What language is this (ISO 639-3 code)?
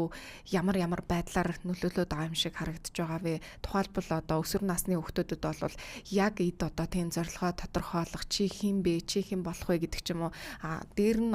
mon